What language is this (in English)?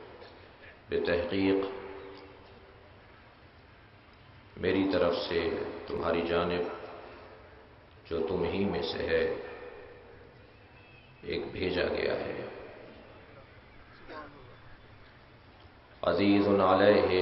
Urdu